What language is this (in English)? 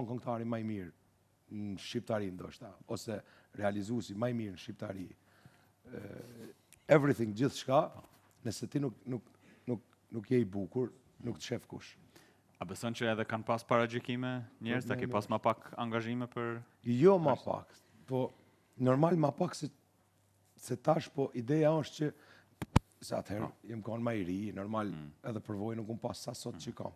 Albanian